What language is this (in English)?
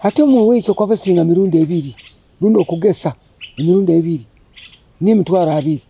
Nyoro